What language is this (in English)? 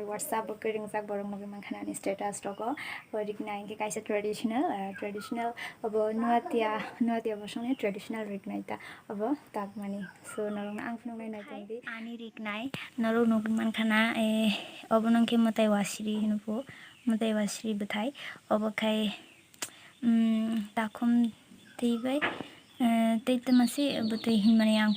Kok Borok